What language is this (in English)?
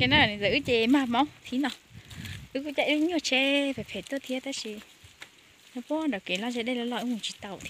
Hmong